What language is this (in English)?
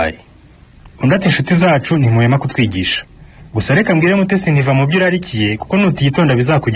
Kinyarwanda